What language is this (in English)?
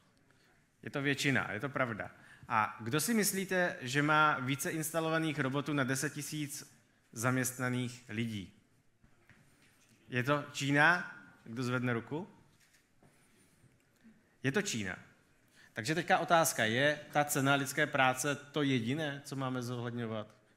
Czech